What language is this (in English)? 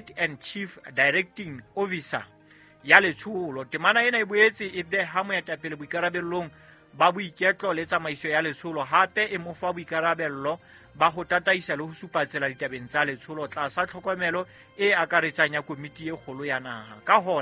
Southern Sotho